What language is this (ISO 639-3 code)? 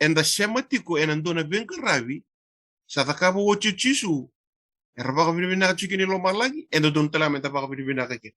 fij